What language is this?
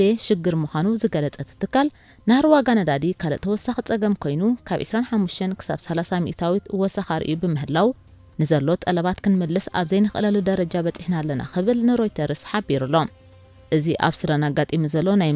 Tigrinya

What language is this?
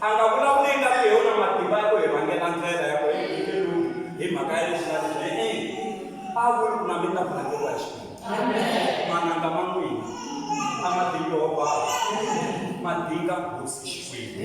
Tsonga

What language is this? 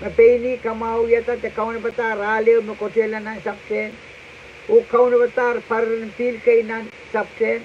Pohnpeian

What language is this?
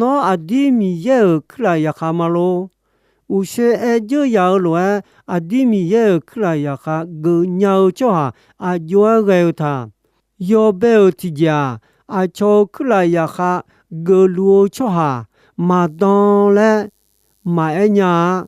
Akha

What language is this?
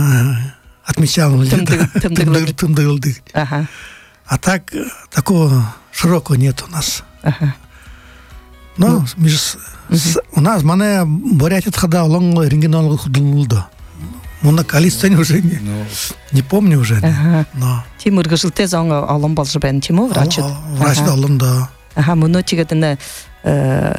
Buriat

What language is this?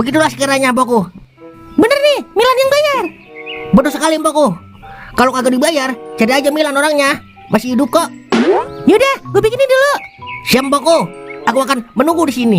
Betawi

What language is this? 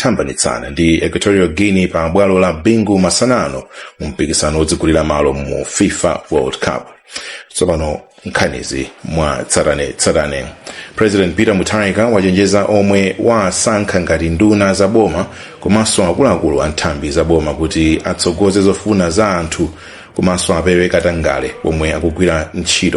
Nyanja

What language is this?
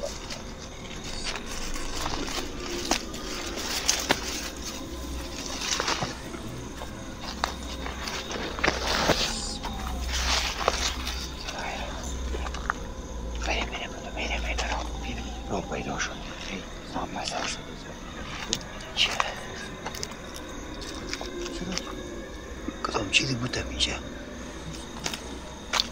Persian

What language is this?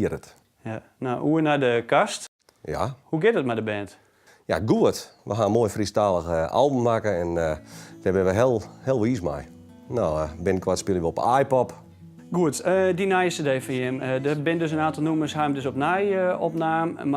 Western Frisian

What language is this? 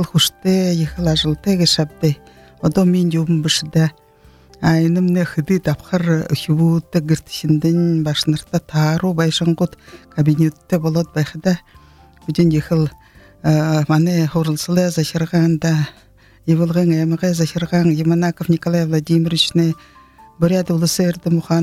Buriat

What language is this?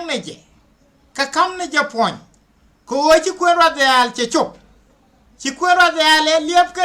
Nuer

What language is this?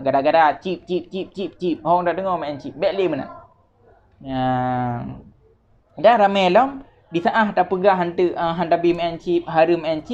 Achinese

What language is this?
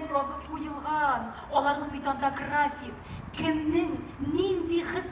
Tatar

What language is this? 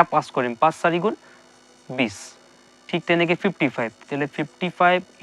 Assamese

